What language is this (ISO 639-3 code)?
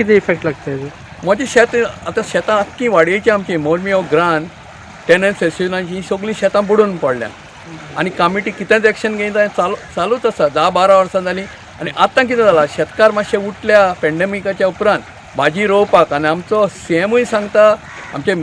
kok